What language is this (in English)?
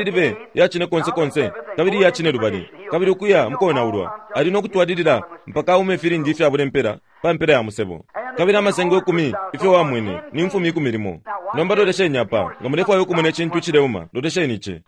Bemba